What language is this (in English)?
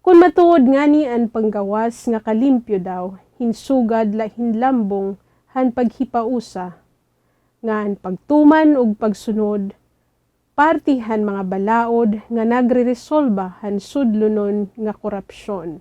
Waray